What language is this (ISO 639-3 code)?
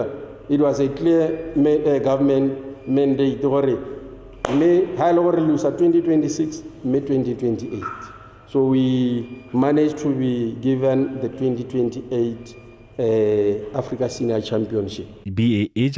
tsn